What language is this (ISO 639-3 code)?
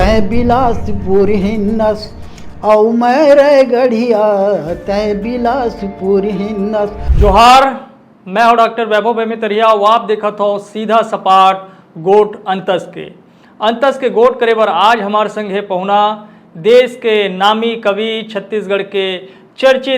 hne